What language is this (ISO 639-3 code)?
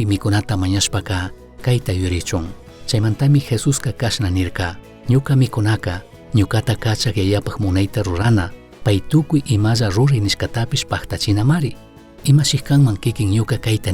qug